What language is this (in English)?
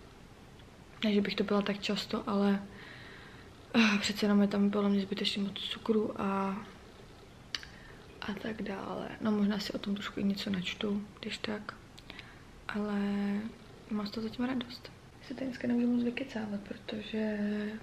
Czech